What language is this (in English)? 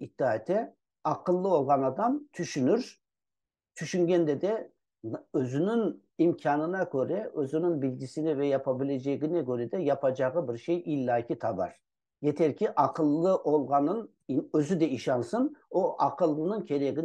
Crimean Tatar